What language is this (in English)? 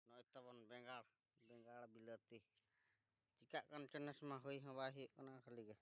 Santali